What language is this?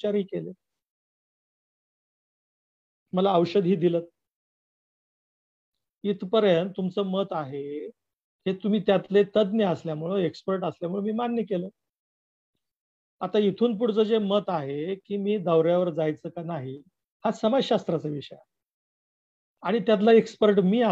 Marathi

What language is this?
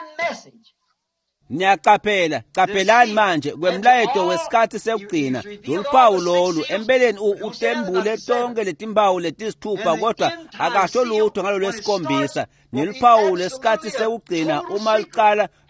Swati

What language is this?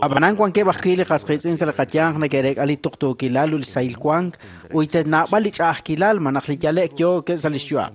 Kekchí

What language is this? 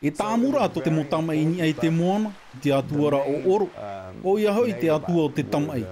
Tahitian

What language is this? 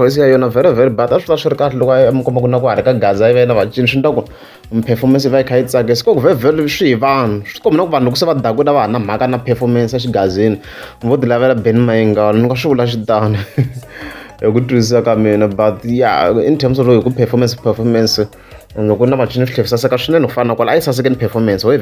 Tsonga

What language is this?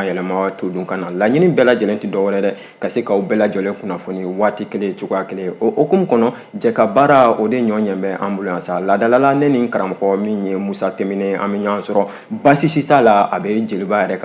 Bambara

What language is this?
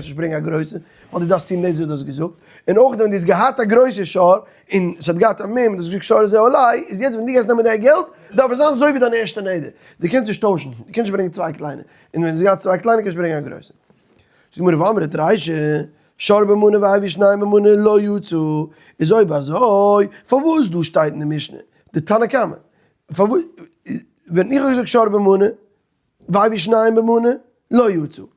Yiddish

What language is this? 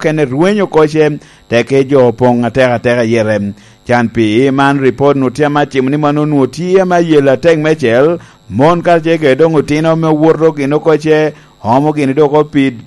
Lango (Uganda)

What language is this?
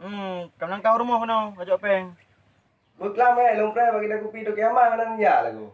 Achinese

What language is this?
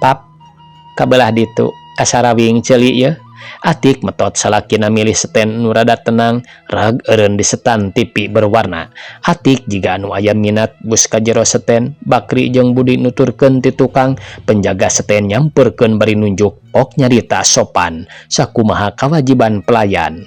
Sundanese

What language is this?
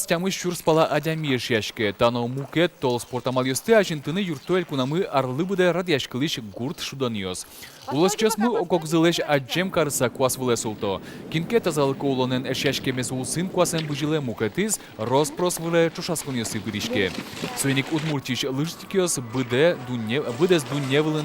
Udmurt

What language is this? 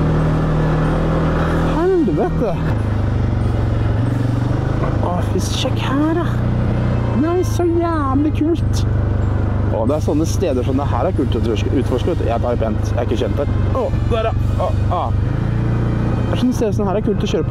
Norwegian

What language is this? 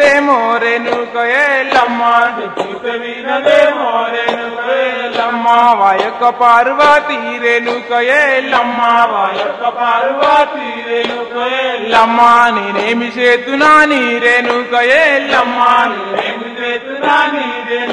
Telugu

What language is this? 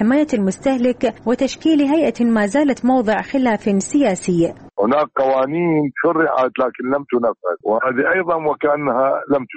Arabic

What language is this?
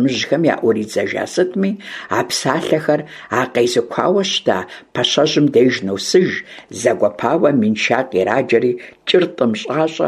Kabardian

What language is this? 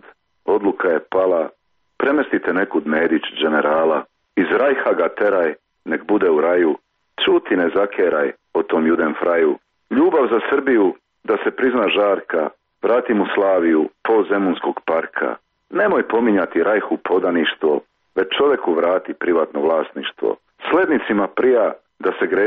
Serbian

